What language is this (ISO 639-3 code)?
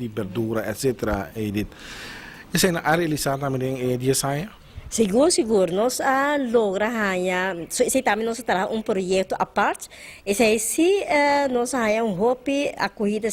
pap